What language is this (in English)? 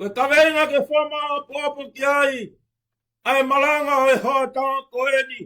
Tongan